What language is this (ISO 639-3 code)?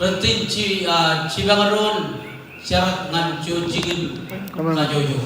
mah